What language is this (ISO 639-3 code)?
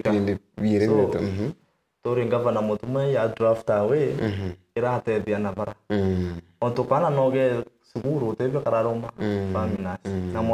mer